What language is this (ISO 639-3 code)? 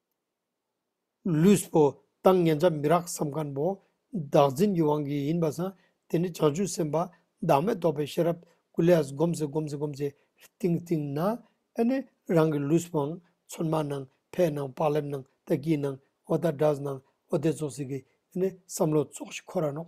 lbj